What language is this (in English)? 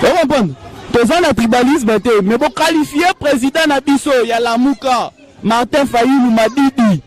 Lingala